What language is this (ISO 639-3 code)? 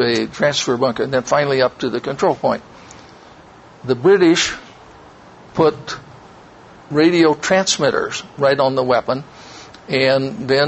eng